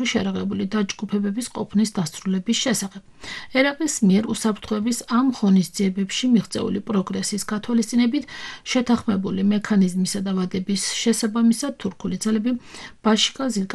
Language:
Georgian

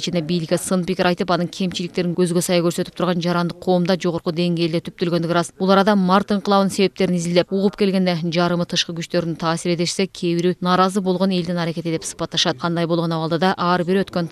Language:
Kyrgyz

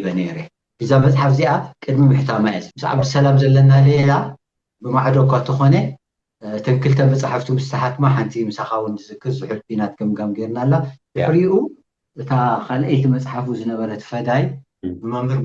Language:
Tigrinya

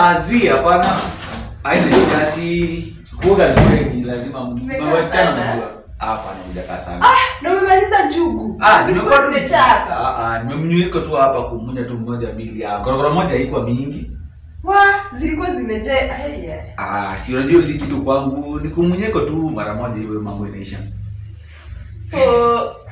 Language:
Swahili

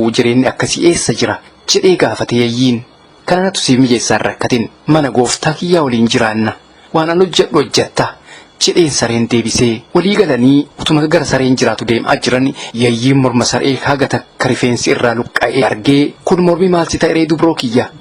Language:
Oromo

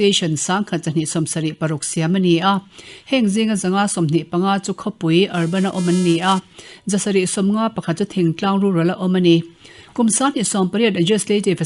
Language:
Mizo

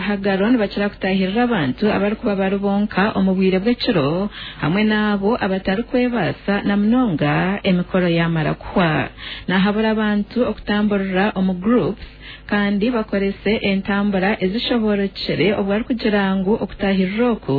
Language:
Nyankole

